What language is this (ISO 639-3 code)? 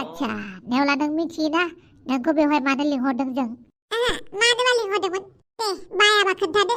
brx